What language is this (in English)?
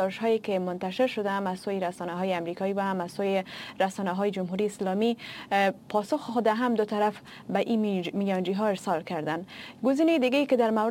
Persian